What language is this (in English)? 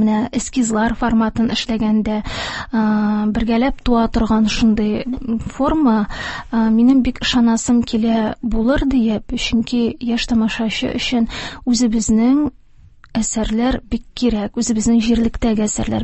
Tatar